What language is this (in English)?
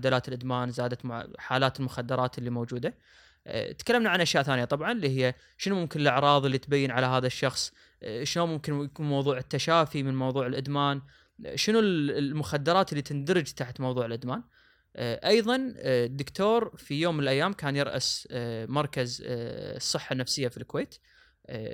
Gulf Arabic